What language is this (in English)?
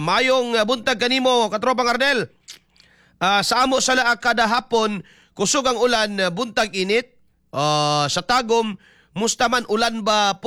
Cebuano